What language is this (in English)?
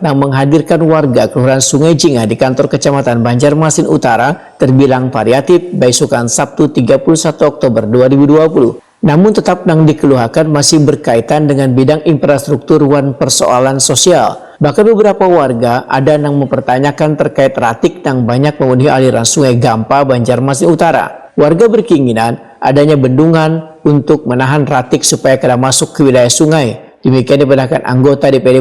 Banjar